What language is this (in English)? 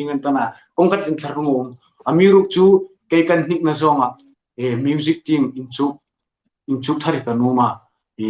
Hmar